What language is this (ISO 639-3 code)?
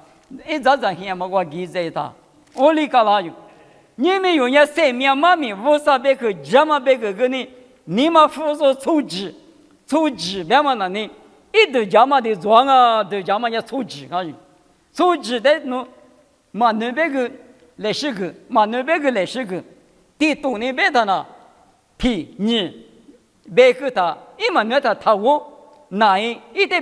lis